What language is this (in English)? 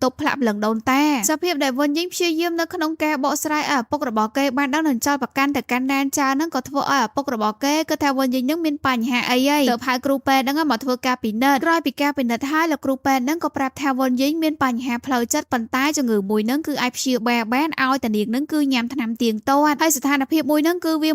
Khmer